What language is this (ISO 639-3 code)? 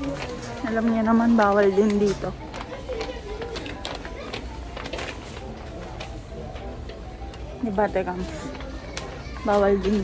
fil